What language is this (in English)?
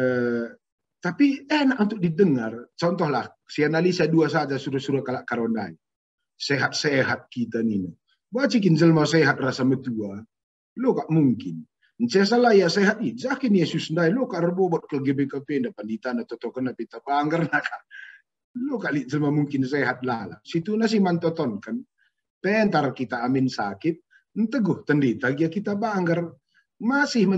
Batak Karo